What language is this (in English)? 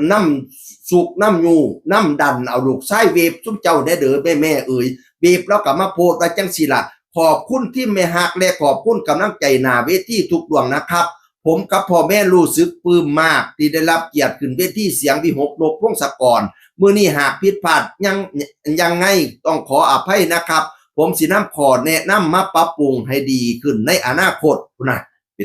Northeastern Thai